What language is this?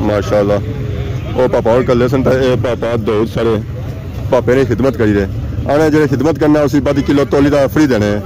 Pahari-Potwari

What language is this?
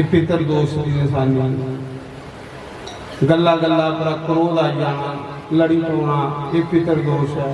Dogri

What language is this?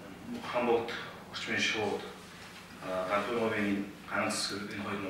Mongolian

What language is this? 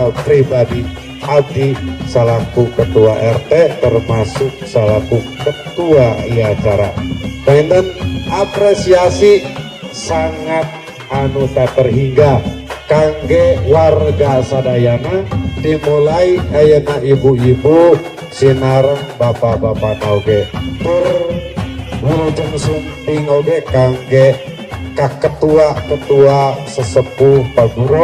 Sundanese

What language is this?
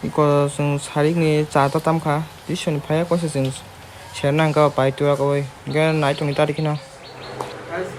Kok Borok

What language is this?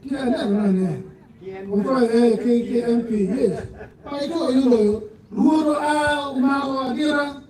Acoli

